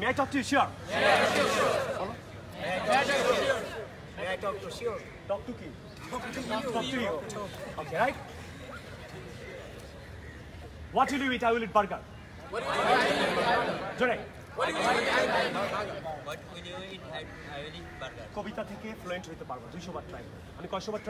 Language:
Bangla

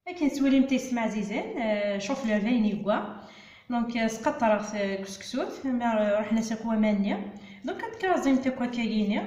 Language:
Kabyle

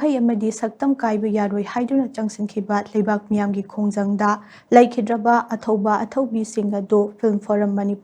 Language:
Manipuri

